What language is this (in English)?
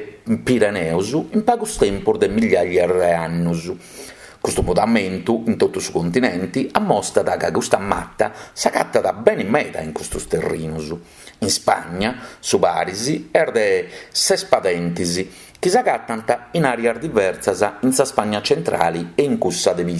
Sardinian